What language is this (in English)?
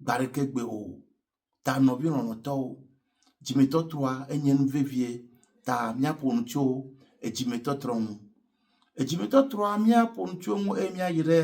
Ewe